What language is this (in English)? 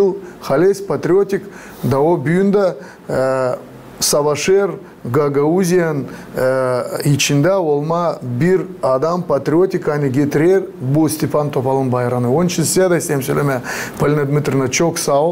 Gagauz